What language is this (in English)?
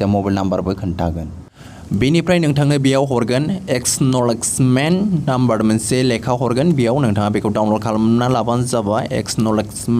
Bodo